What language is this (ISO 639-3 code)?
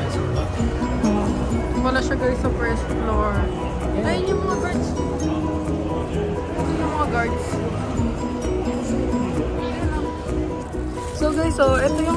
fil